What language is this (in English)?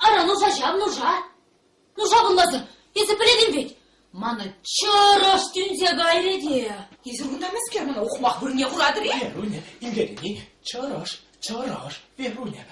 Chuvash